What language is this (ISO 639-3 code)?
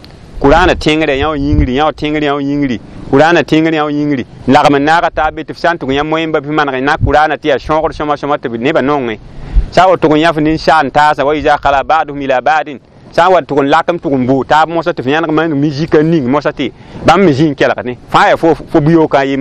mos